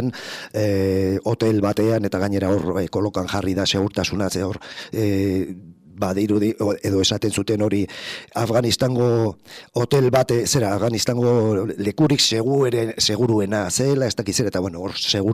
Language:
Basque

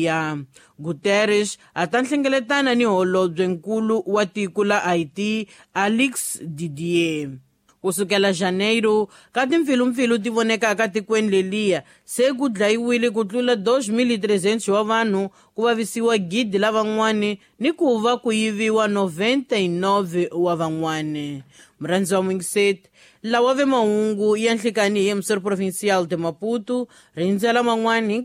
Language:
Tsonga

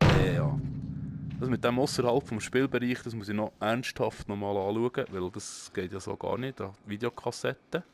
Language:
Swiss German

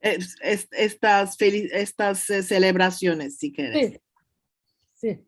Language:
Ladino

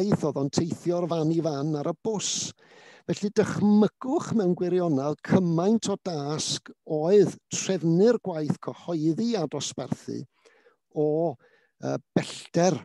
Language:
Welsh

